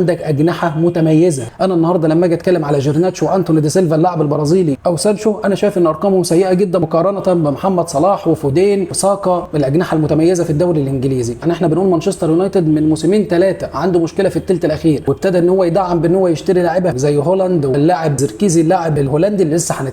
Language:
Egyptian Arabic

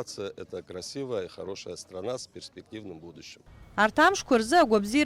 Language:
Abkhazian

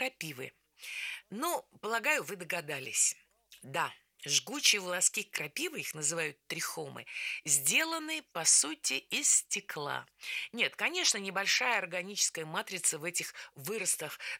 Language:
Russian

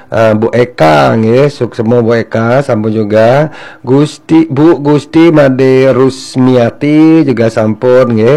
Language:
Balinese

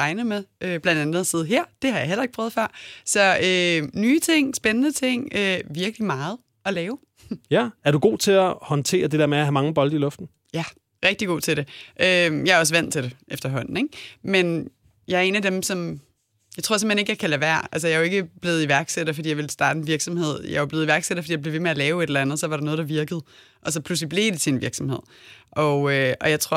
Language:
Danish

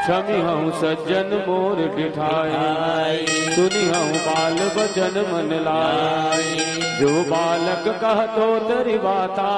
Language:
Chhattisgarhi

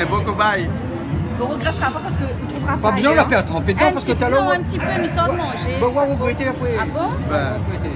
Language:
Réunion Creole French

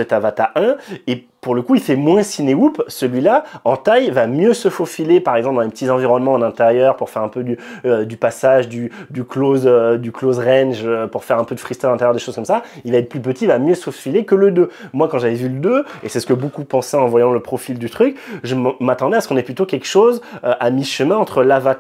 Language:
French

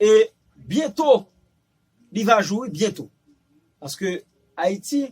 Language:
Haitian Creole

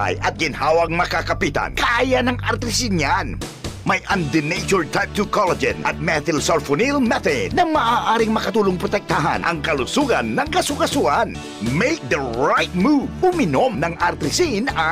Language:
Bikol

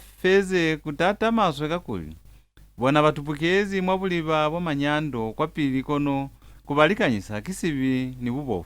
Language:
Lozi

